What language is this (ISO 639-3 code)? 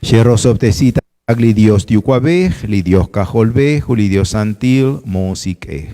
kek